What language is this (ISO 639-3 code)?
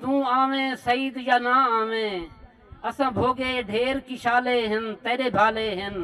skr